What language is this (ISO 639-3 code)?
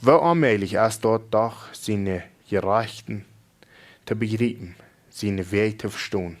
pdt